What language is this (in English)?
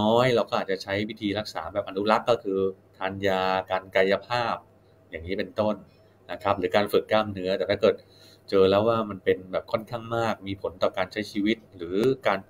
Thai